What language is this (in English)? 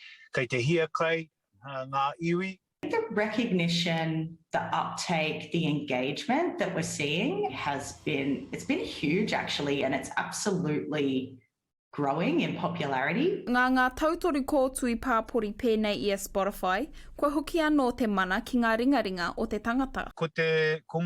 Māori